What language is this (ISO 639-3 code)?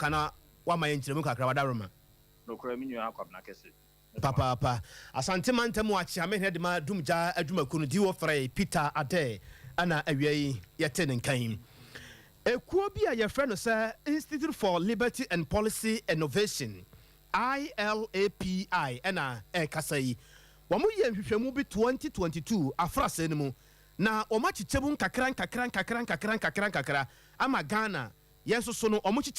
aka